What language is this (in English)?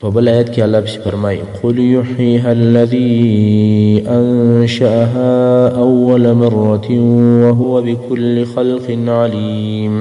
Pashto